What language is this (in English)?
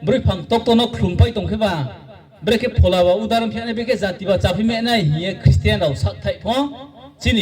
Riang (India)